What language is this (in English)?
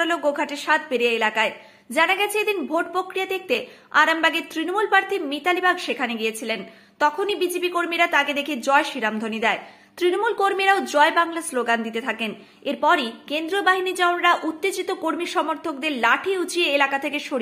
Bangla